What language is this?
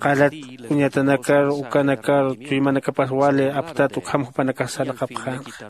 Aymara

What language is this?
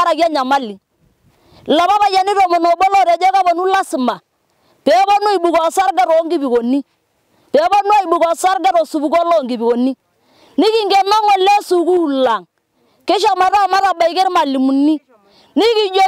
Masai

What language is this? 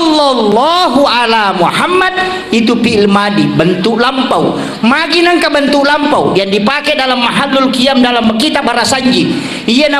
Buginese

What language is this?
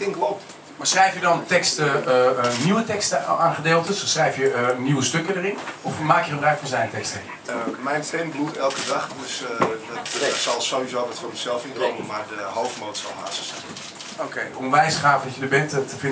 Dutch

